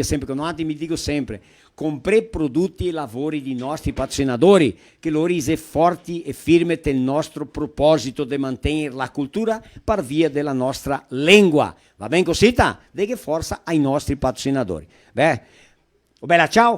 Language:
Venetian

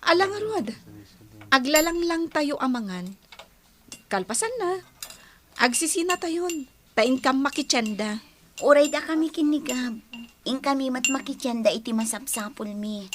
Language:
Iloko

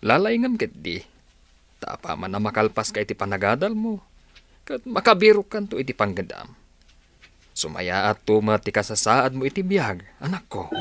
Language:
Iloko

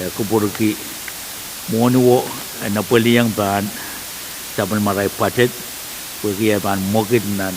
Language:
Pohnpeian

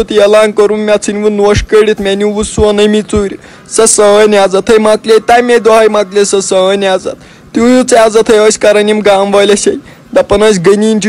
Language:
Kashmiri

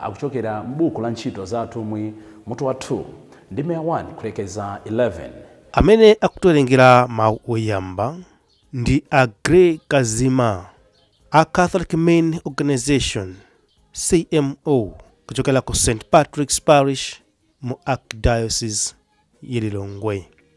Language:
Nyanja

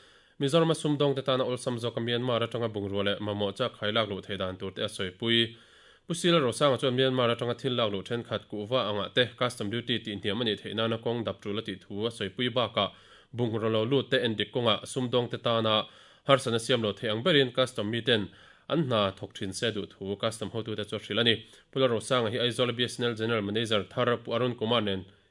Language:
Mizo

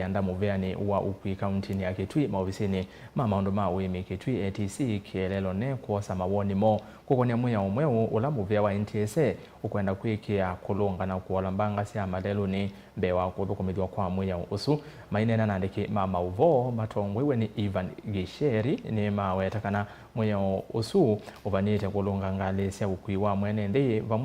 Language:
Kamba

